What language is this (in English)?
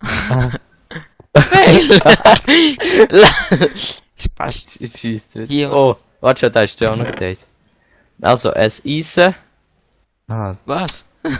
Swiss German